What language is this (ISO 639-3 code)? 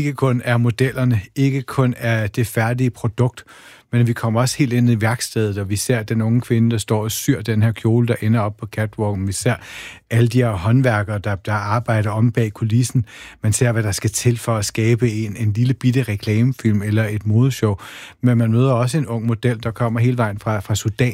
dan